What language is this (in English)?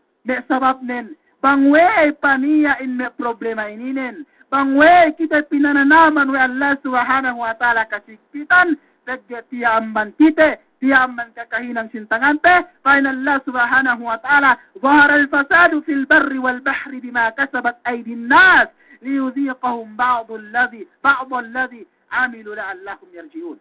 Yakan